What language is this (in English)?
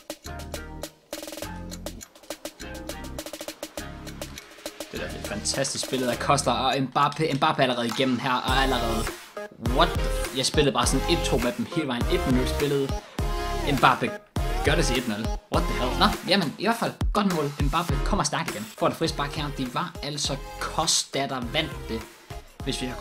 Danish